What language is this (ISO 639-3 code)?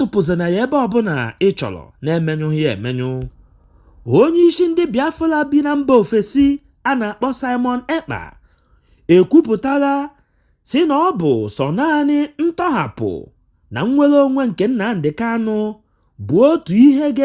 ibo